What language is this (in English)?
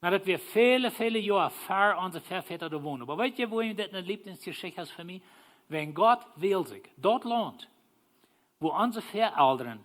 Plautdietsch